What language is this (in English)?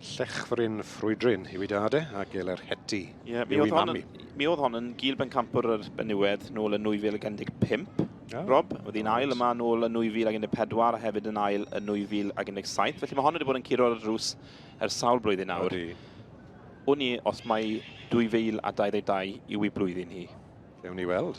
Welsh